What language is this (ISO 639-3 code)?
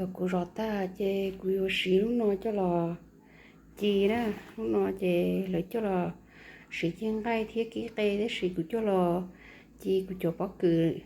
hmn